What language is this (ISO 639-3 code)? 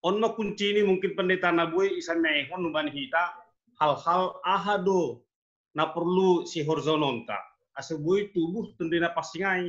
bts